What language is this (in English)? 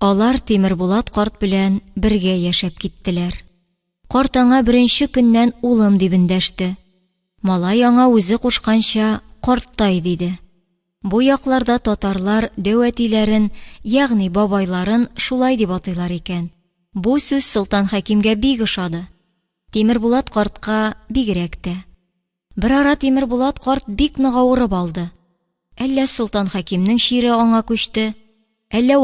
Tatar